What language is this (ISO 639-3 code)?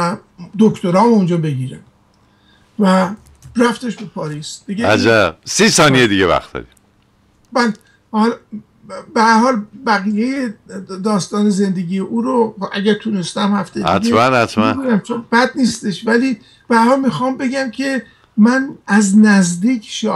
fas